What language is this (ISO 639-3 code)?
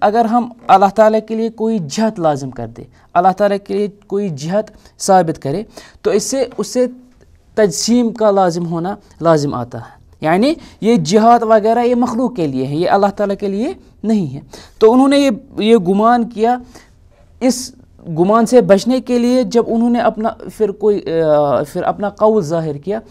urd